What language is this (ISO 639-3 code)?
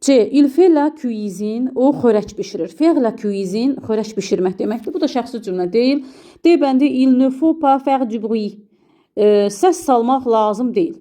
aze